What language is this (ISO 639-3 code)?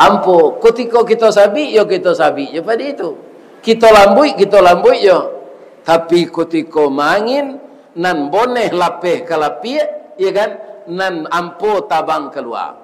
min